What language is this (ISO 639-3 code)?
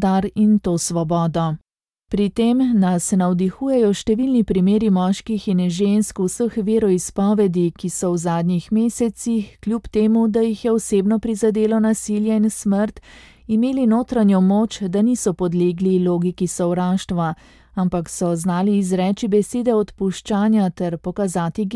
slv